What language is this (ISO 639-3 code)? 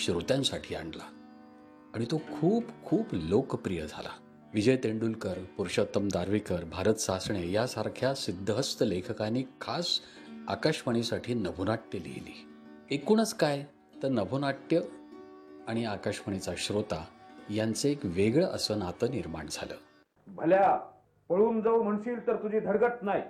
mar